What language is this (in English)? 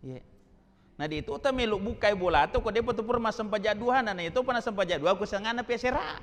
Buginese